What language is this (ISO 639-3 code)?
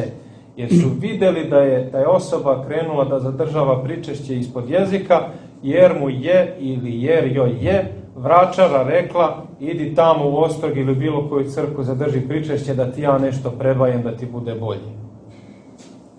srp